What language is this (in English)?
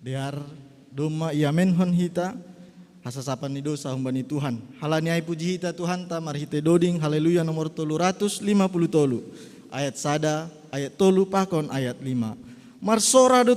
Batak Simalungun